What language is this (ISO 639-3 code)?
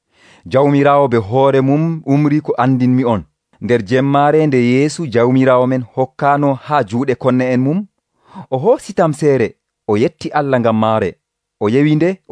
fuv